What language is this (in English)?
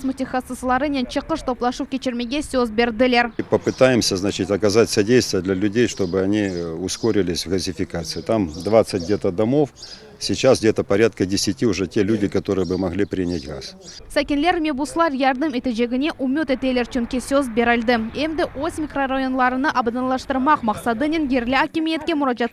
Crimean Tatar